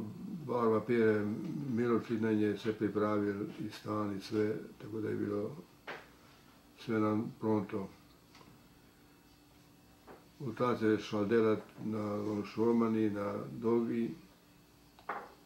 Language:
Croatian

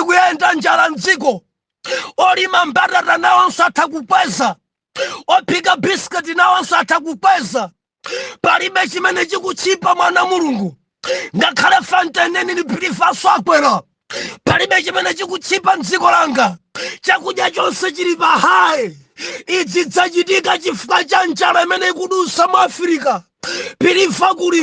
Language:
Nyanja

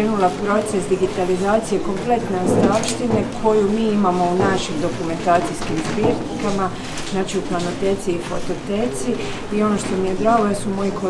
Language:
Croatian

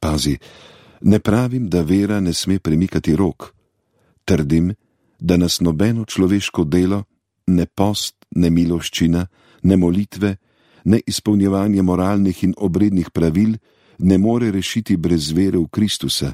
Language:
Slovenian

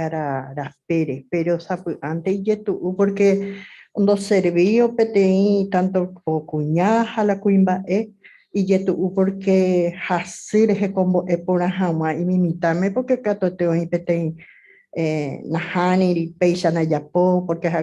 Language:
Guarani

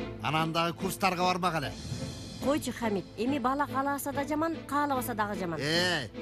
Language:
Kyrgyz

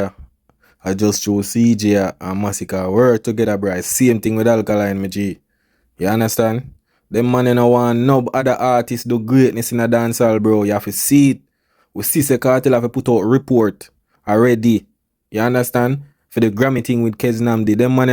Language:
Jamaican Creole English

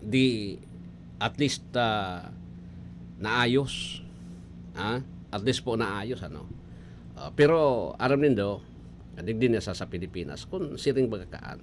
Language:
Bikol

